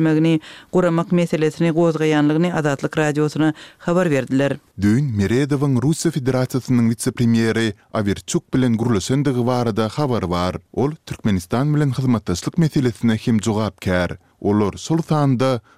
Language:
Turkmen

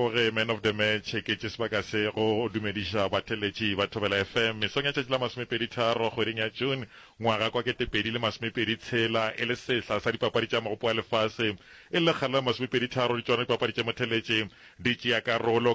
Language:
Northern Sotho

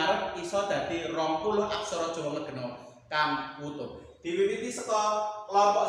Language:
Javanese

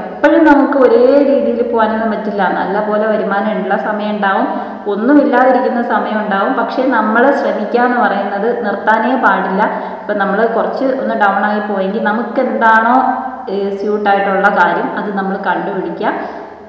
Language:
Malayalam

